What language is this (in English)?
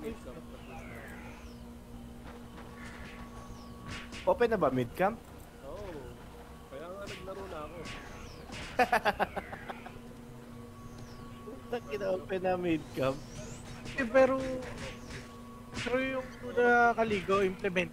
Filipino